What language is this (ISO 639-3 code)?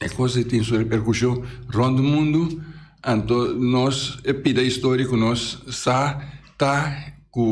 pap